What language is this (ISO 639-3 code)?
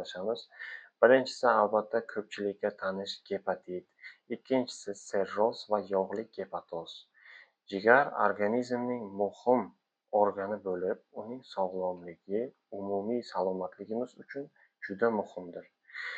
uzb